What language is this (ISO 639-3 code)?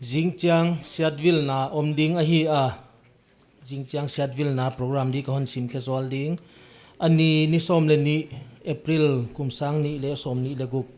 pck